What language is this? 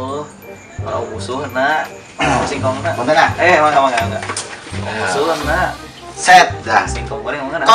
Sundanese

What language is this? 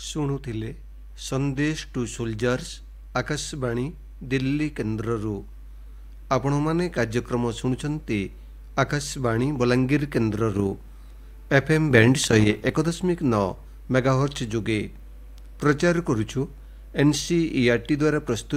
Odia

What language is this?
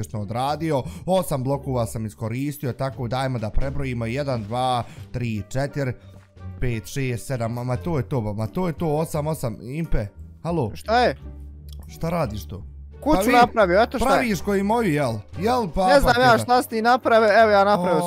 Bosnian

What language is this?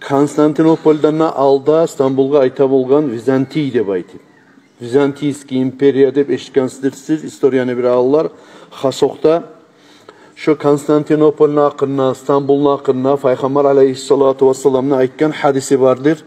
Kumyk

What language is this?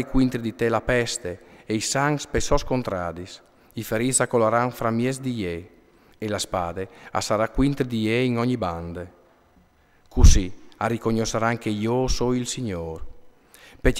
Friulian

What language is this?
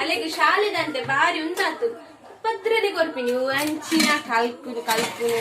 Tulu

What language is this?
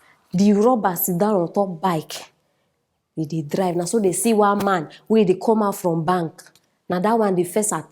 Nigerian Pidgin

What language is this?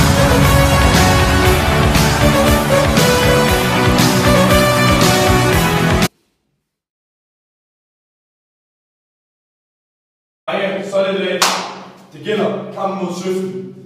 Danish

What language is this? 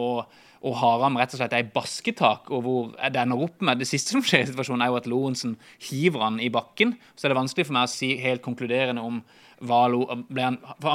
Norwegian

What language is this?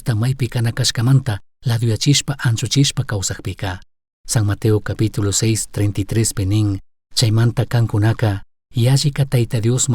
Chimborazo Highland Quichua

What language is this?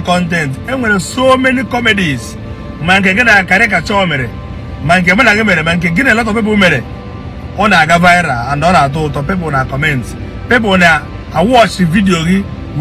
Igbo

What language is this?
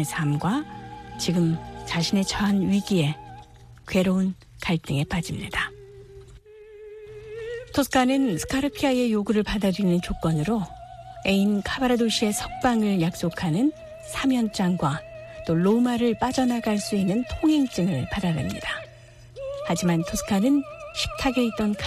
Korean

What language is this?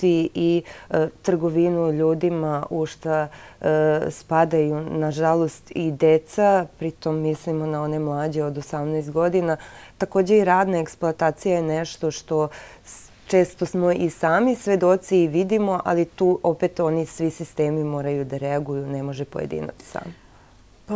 Serbian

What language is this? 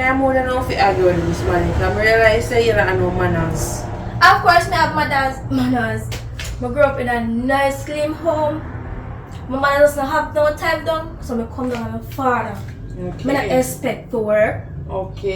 Jamaican Creole English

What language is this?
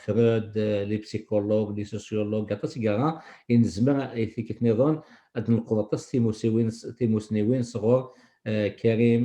Kabyle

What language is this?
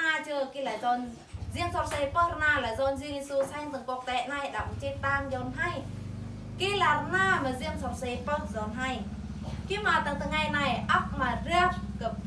Eastern Bru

